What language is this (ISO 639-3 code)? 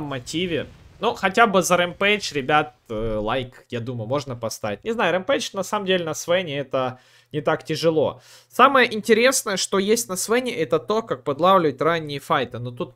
rus